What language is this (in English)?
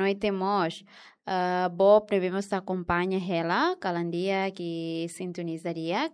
Tetum